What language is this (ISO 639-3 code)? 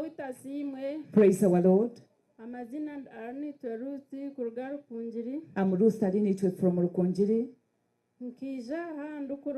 nyn